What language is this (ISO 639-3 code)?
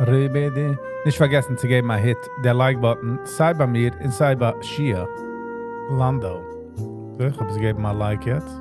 yid